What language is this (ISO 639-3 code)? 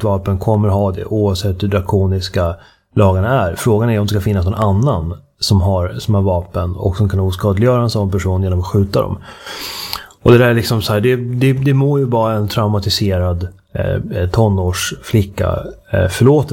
swe